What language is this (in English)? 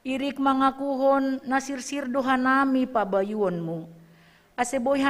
Batak Simalungun